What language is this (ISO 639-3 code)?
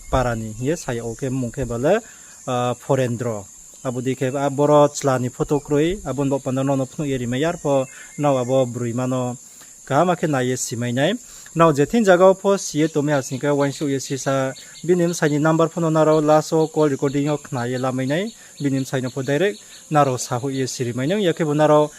ria